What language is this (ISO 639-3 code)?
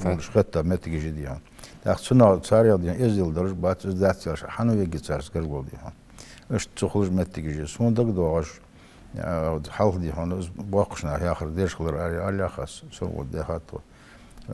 inh